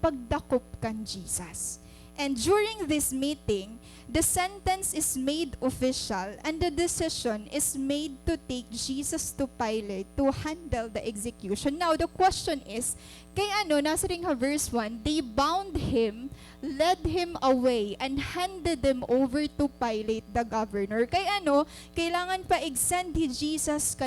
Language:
Waray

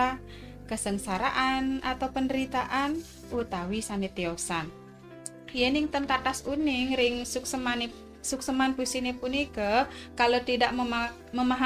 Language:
Balinese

